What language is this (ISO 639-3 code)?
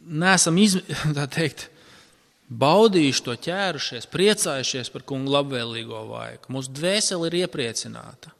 lav